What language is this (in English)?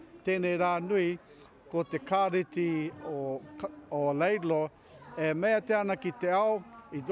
Māori